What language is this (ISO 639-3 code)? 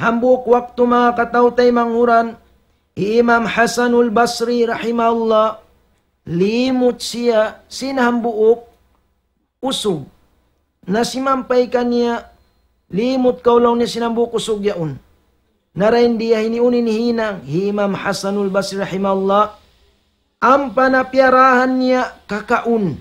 tsg